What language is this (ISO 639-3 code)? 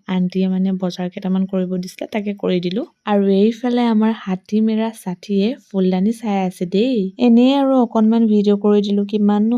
asm